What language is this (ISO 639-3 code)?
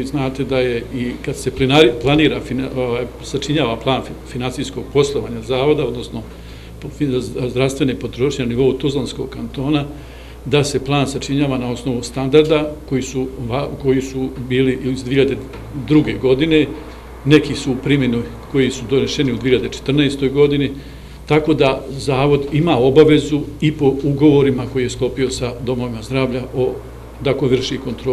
bos